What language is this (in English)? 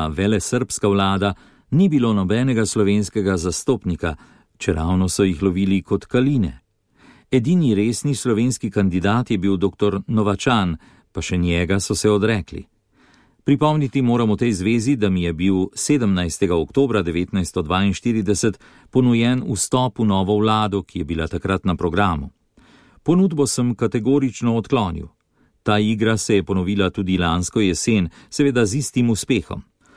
Slovenian